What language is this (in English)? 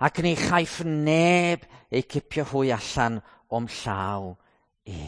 Welsh